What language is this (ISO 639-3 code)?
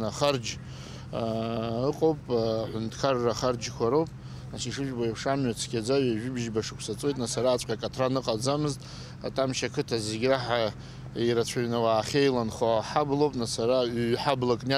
abk